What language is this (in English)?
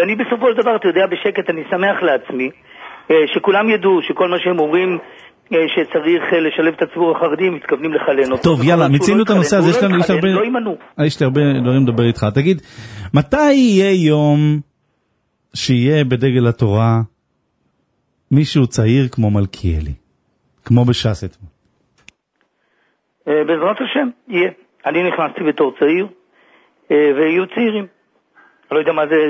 Hebrew